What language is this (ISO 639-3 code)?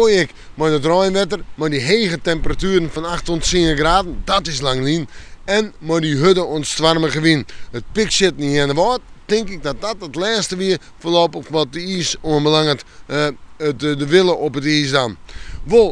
fry